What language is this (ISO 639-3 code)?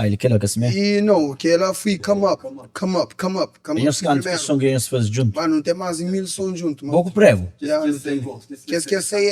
kea